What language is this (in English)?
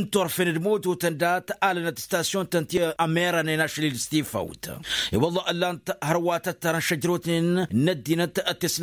Tamasheq